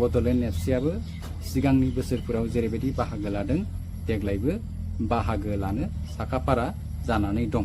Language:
Bodo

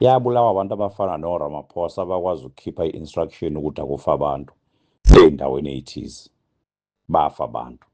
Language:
Zulu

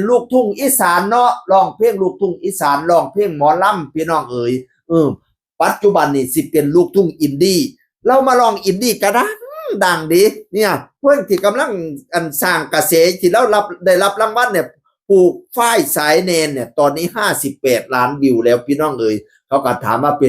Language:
Northeastern Thai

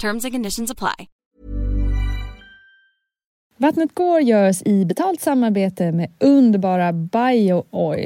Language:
Swedish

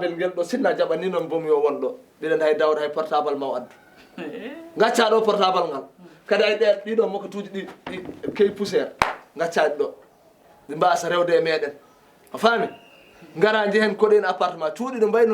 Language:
Fula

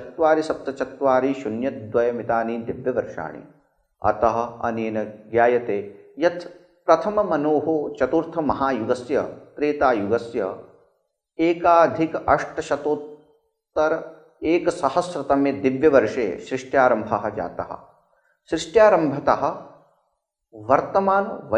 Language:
Sanskrit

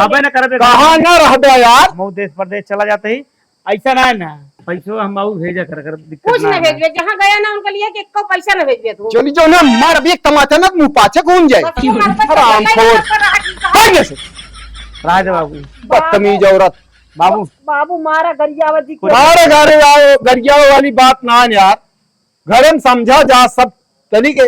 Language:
Awadhi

